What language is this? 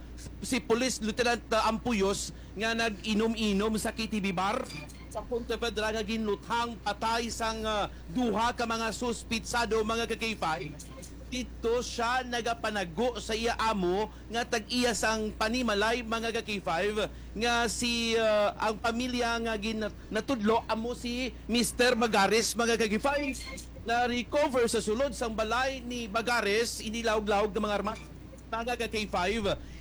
Hiligaynon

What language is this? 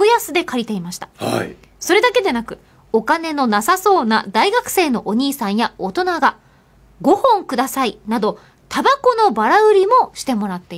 Japanese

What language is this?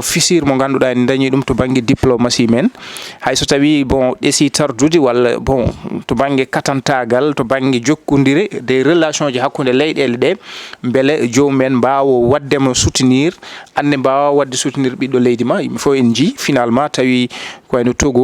Fula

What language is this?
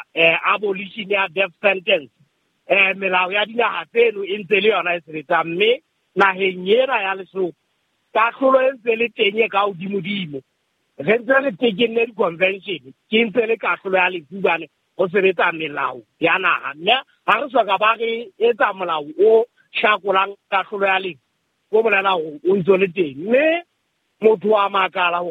Southern Sotho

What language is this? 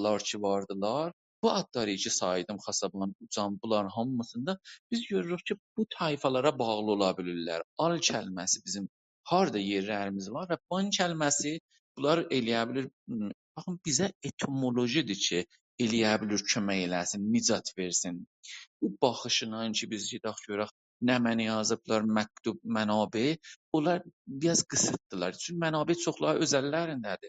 South Azerbaijani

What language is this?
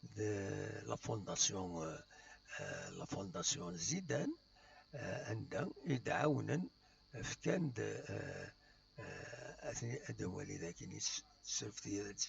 Kabyle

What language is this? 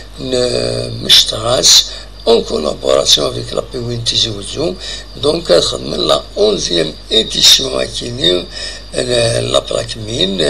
Kabyle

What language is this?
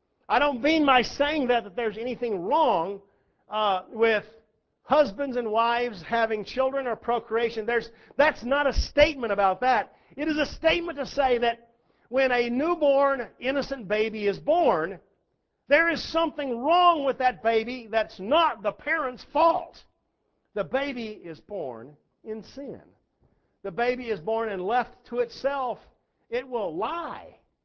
English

